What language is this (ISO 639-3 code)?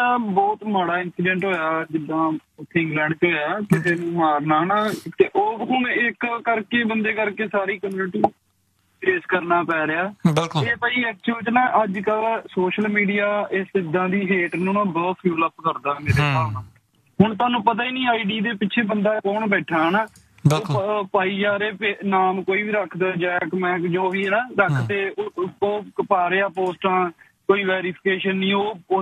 pan